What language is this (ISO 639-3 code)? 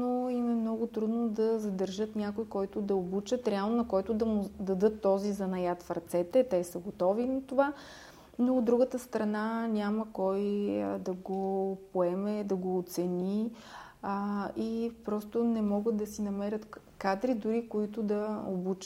bul